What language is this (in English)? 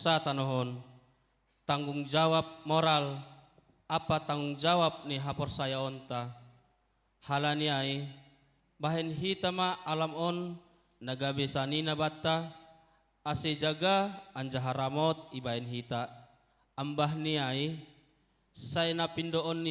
Batak Simalungun